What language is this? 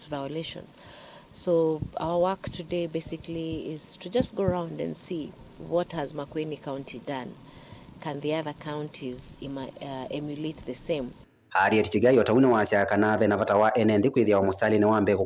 Kamba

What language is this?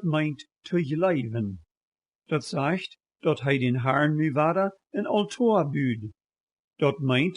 Plautdietsch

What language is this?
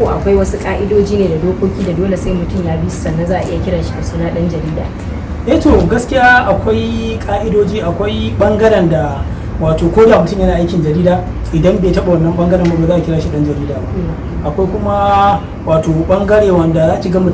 Hausa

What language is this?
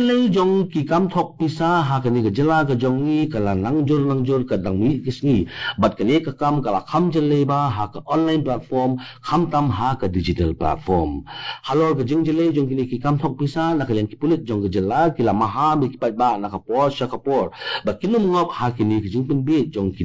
Khasi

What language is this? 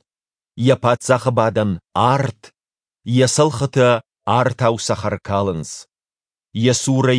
Ossetic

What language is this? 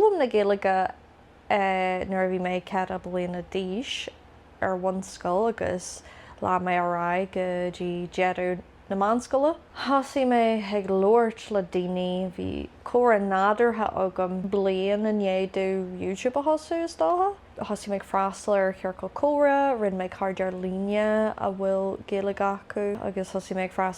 Irish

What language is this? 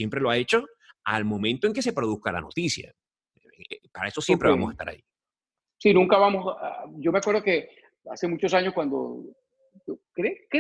Spanish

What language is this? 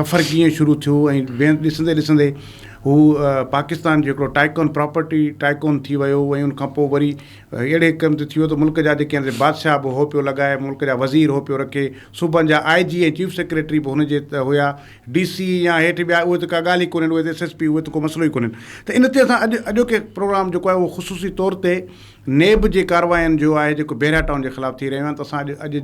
Sindhi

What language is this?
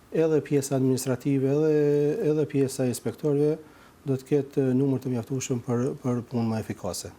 Albanian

